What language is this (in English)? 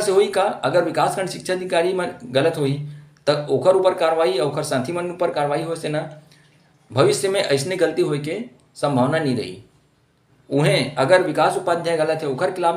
Chhattisgarhi